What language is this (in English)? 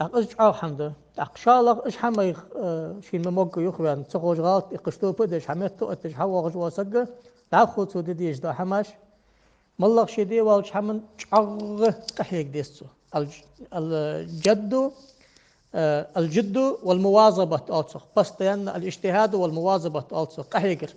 Ingush